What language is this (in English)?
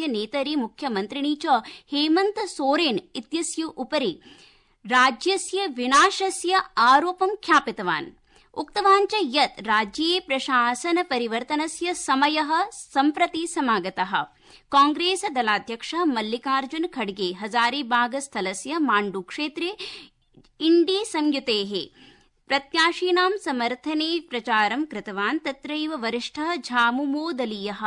Sanskrit